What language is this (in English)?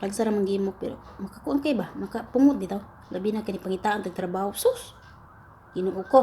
Cebuano